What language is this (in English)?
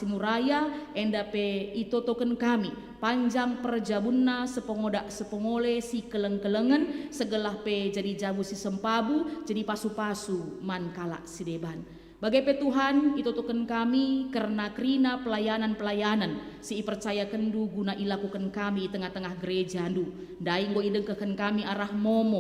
Batak Karo